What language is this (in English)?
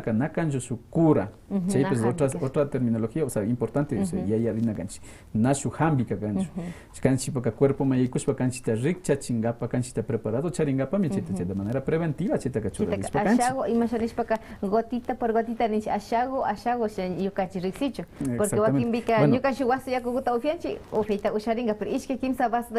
Quechua